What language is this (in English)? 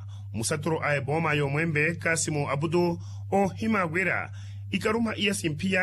Makhuwa